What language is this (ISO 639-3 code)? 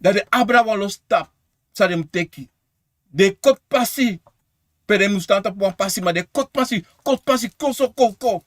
srn